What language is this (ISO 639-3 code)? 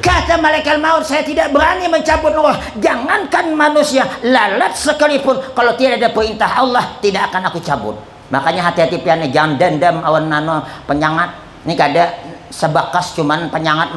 bjn